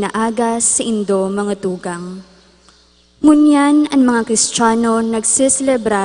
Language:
Bikol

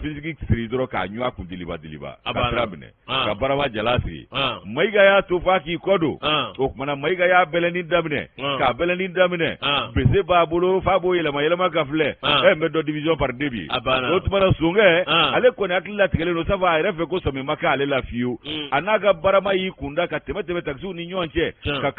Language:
Bambara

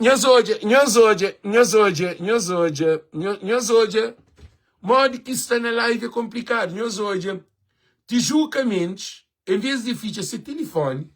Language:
Kabuverdianu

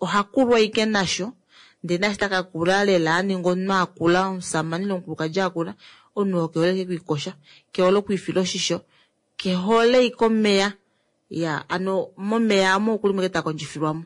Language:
Kuanyama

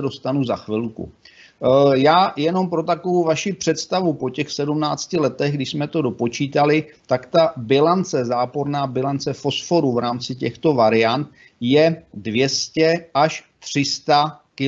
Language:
Czech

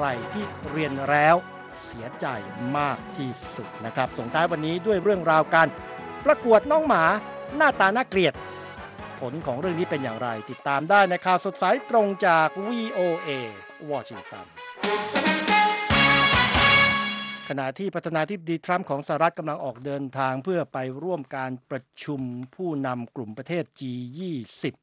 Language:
Thai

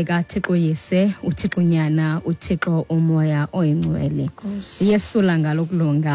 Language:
Xhosa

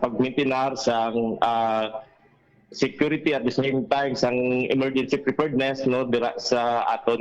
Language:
Hiligaynon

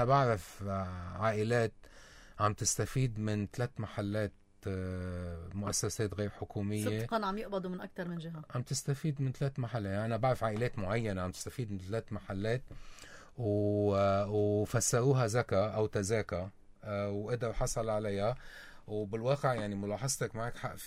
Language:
North Levantine Arabic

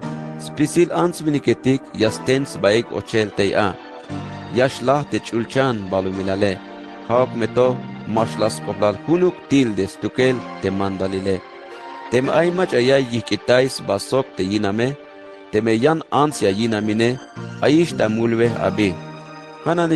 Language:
Tzeltal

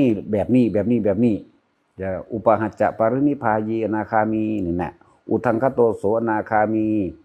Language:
Northeastern Thai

